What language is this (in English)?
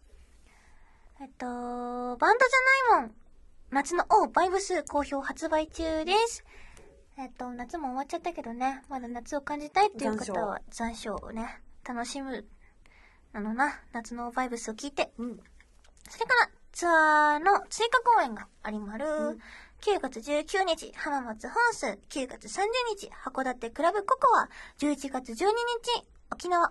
Japanese